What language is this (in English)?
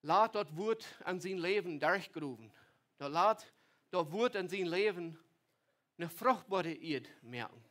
Plautdietsch